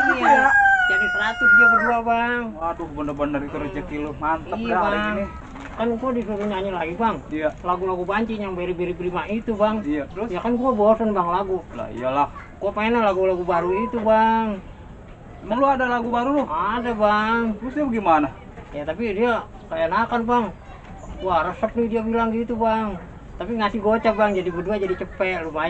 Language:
Betawi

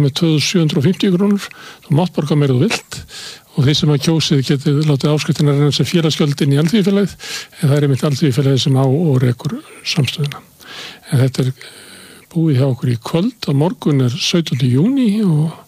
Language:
Icelandic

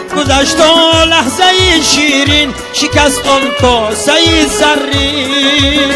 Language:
Tajik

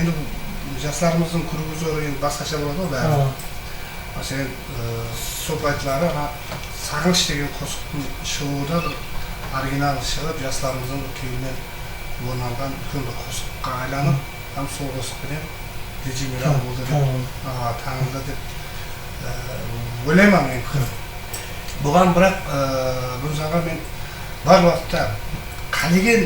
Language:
Kara-Kalpak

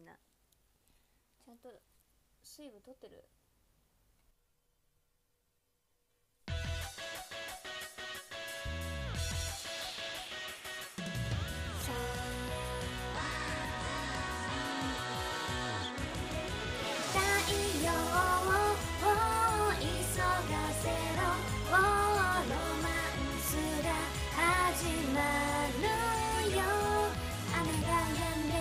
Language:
Japanese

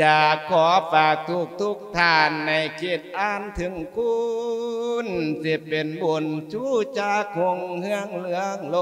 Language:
Lao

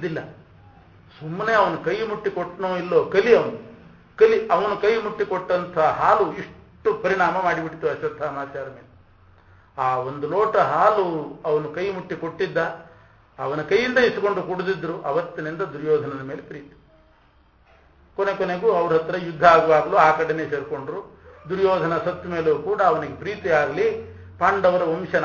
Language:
Kannada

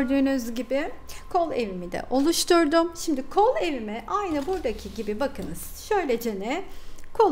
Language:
Turkish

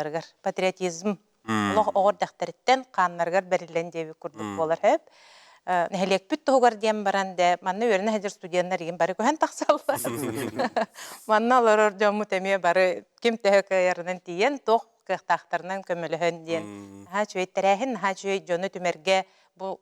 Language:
Yakut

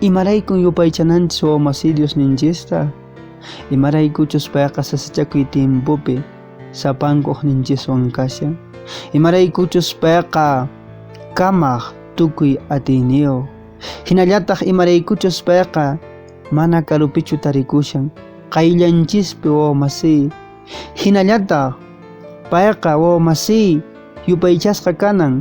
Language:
Quechua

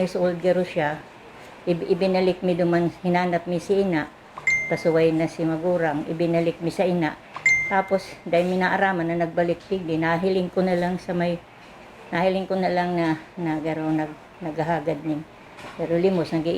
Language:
Bikol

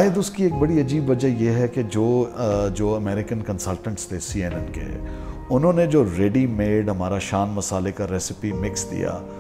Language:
Urdu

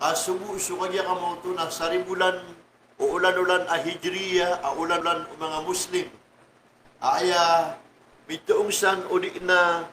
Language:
Maranao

